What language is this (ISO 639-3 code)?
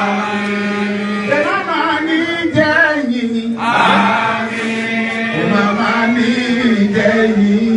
yor